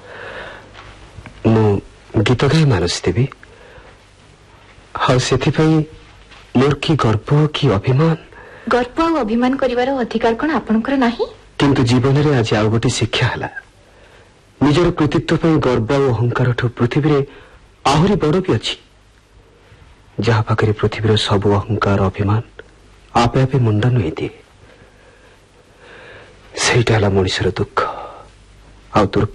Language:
Odia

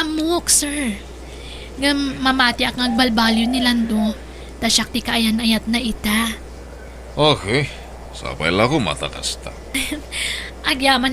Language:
Iloko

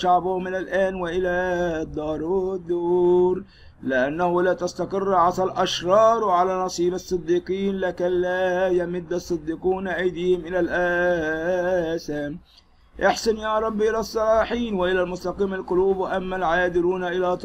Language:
Arabic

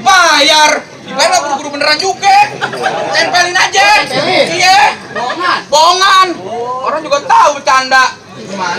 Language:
Betawi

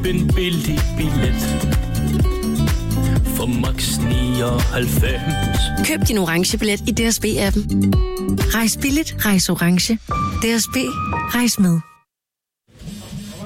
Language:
Danish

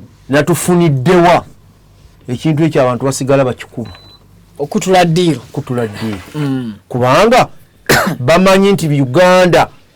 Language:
Ganda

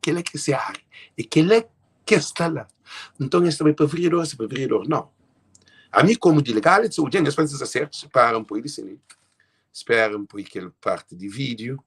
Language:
Kabuverdianu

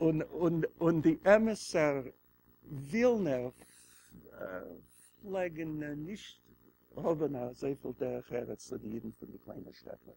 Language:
Yiddish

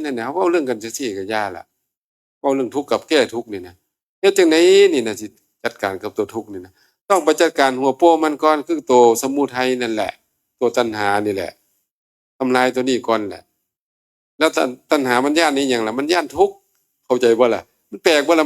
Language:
Northeastern Thai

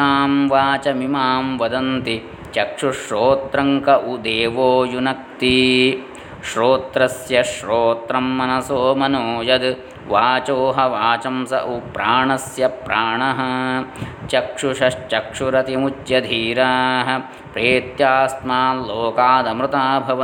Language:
Sanskrit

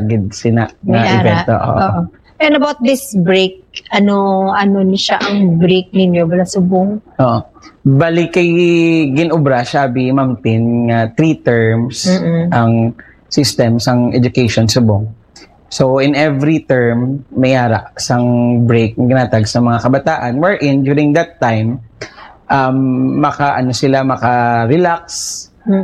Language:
Hiligaynon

